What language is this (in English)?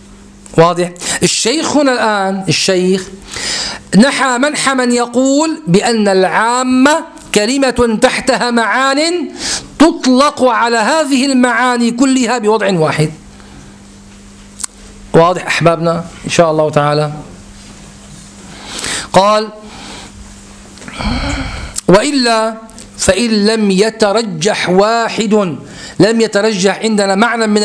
Arabic